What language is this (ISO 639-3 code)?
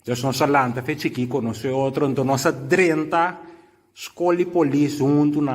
pap